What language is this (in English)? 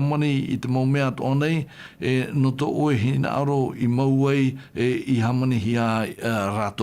Tahitian